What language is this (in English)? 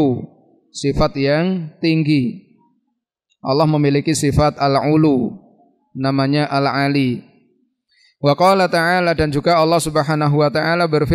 Indonesian